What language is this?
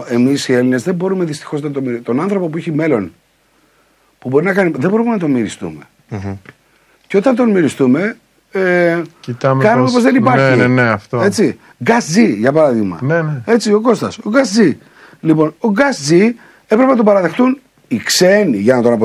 Greek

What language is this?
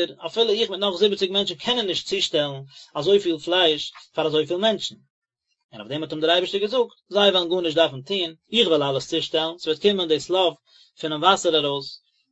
Yiddish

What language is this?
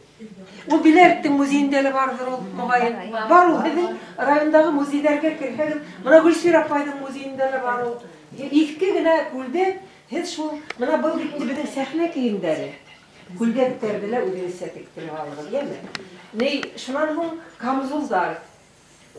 Bashkir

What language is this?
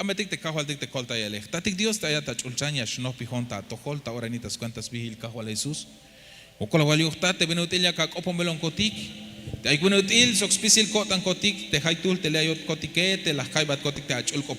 Tzeltal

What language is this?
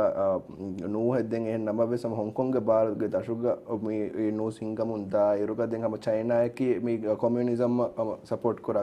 Divehi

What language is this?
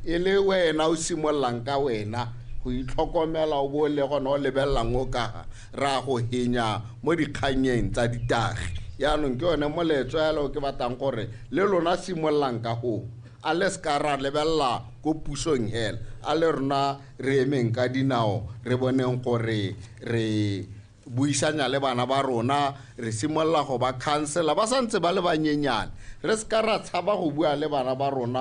Tswana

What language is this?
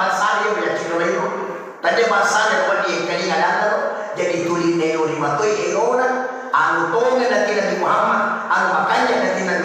Buginese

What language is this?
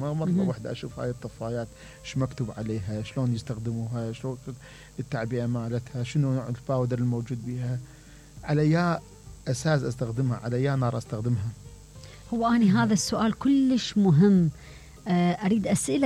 Mesopotamian Arabic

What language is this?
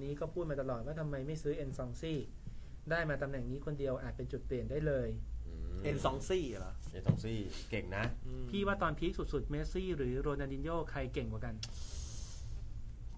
Thai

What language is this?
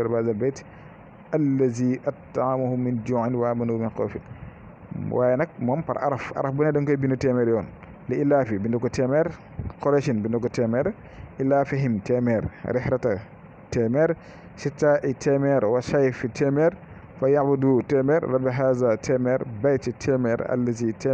Wolof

